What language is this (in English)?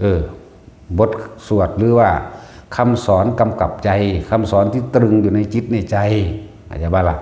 Northeastern Thai